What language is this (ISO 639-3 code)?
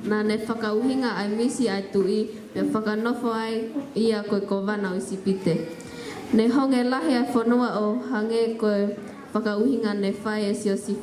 ton